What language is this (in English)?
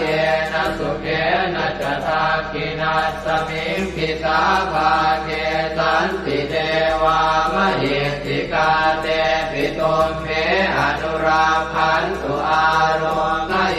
Pali